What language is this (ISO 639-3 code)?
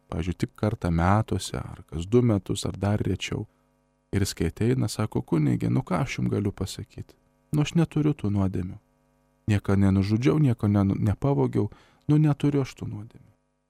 lit